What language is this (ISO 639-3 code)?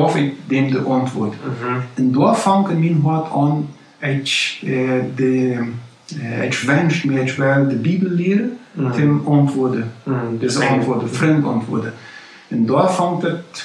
pdt